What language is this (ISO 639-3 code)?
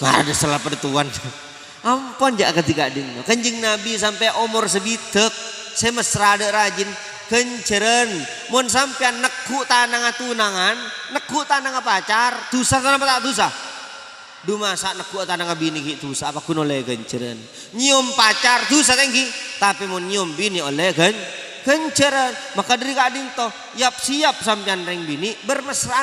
mad